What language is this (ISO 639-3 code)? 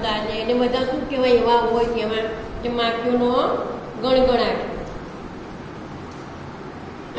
guj